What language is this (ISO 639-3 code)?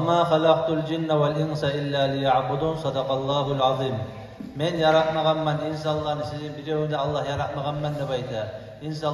kum